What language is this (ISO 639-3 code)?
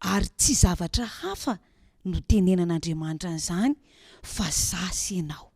mlg